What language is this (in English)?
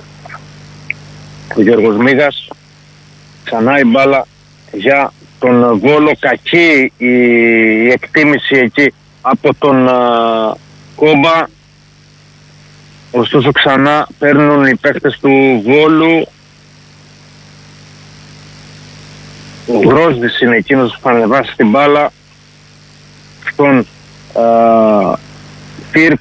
Greek